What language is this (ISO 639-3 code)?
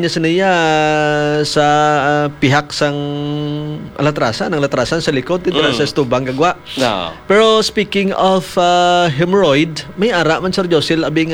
hil